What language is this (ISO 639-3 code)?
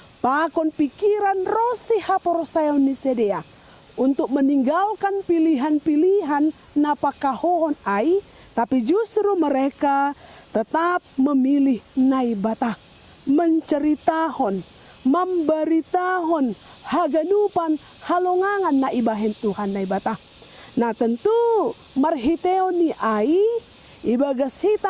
bts